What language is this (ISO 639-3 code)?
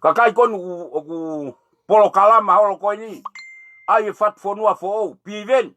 ton